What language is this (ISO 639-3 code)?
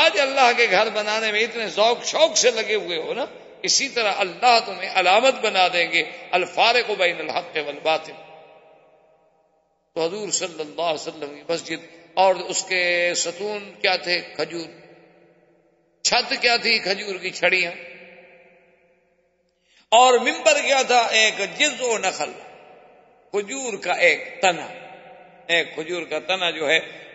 urd